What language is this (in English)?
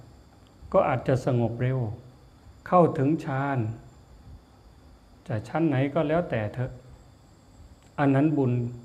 Thai